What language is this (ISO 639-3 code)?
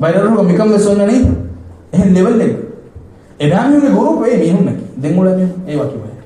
div